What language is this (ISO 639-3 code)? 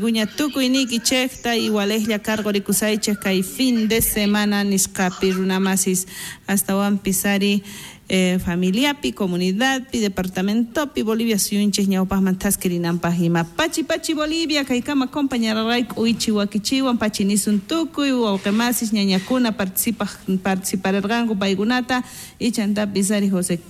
quh